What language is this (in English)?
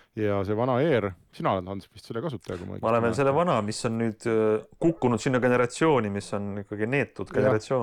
Estonian